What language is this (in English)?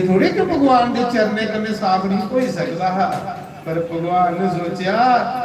Dogri